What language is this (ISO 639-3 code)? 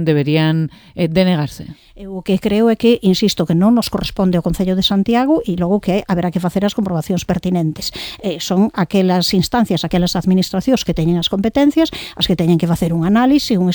glg